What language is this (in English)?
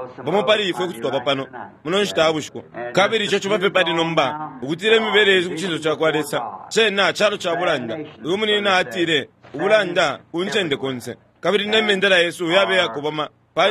Bemba